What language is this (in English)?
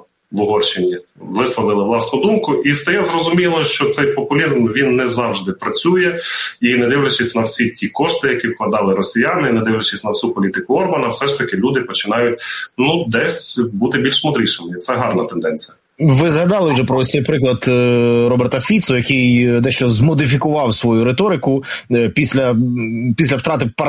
Ukrainian